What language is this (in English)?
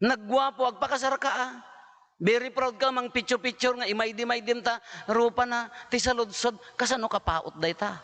Iloko